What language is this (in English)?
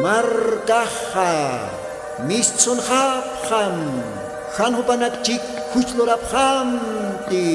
Aymara